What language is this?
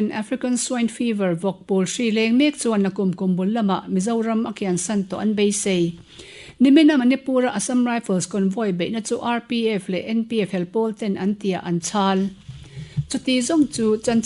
Mizo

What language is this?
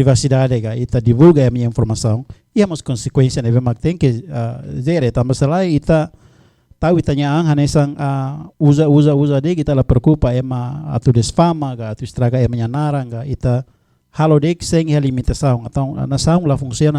Tetum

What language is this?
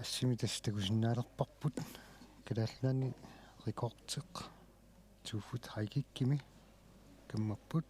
Kalaallisut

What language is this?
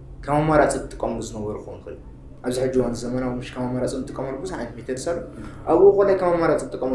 Tigrinya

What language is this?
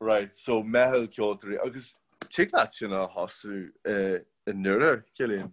Irish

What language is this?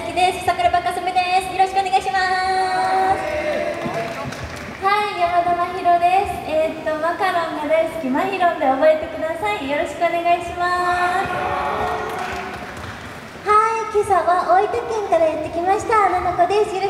Japanese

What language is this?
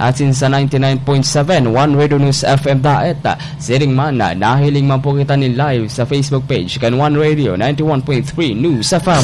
Bikol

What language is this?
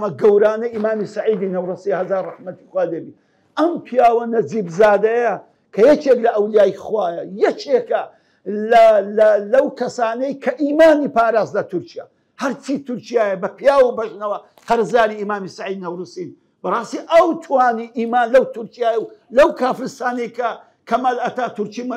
Central Kurdish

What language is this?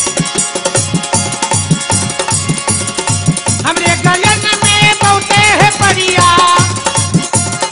Bhojpuri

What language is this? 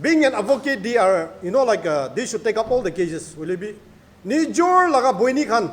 Naga Pidgin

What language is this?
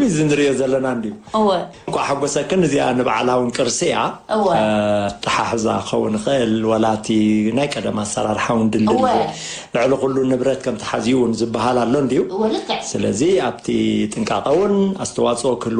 Tigrinya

